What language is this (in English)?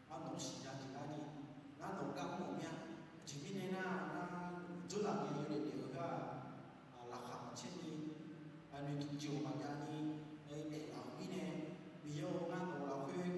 Akha